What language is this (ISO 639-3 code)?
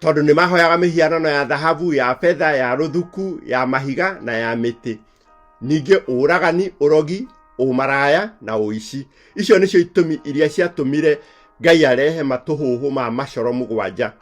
kik